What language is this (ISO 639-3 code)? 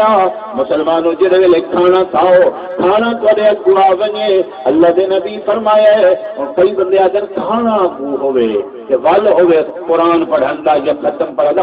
skr